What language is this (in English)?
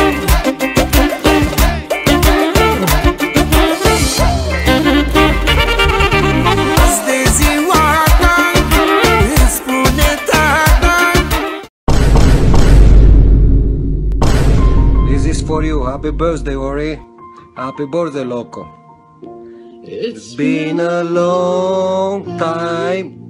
Romanian